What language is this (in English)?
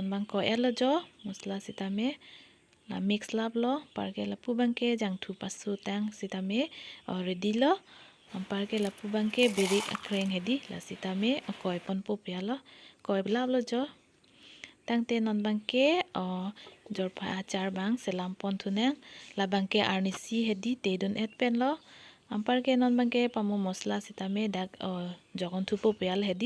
Karbi